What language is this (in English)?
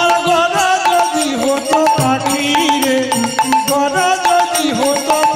Bangla